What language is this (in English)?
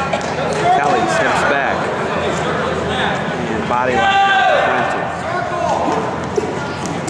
English